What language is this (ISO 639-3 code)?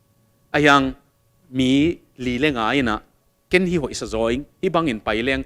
ctd